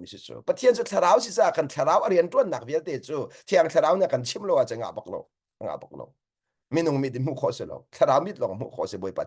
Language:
Hakha Chin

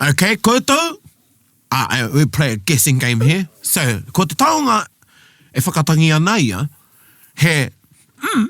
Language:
Māori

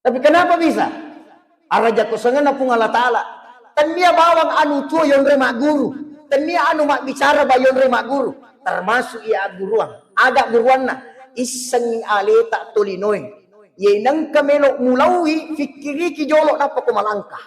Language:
Buginese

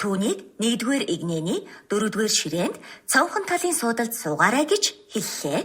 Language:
Mongolian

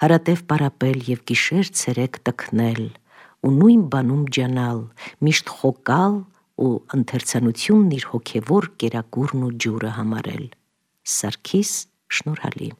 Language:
Armenian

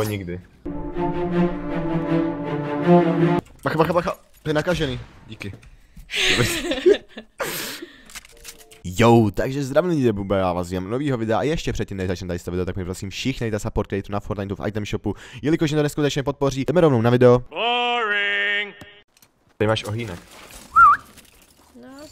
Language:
Czech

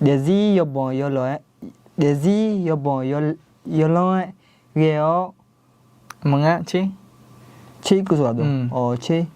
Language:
Akha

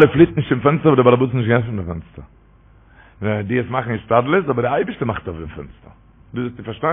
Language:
Yiddish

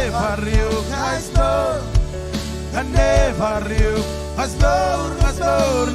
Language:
Marshallese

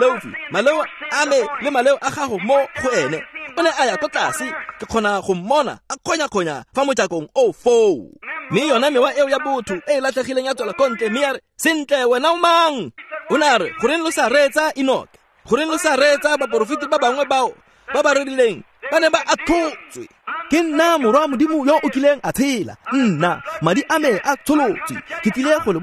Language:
Tswana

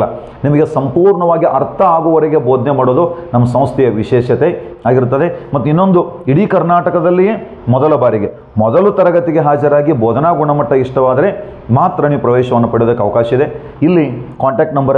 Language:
Kannada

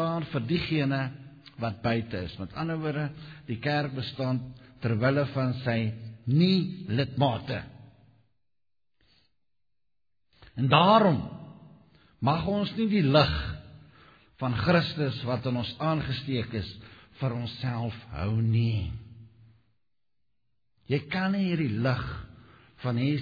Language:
Afrikaans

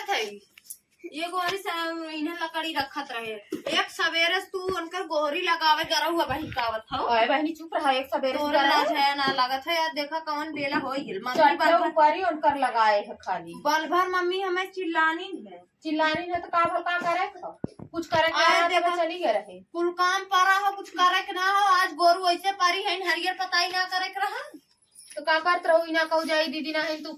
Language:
Awadhi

